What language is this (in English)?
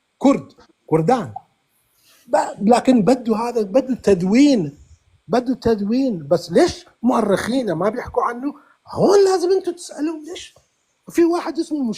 North Levantine Arabic